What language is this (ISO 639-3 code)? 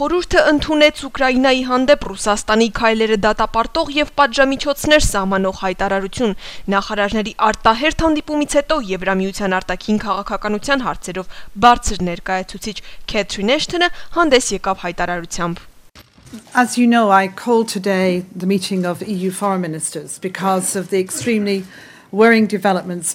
hye